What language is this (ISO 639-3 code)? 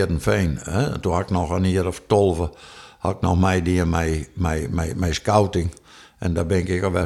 fry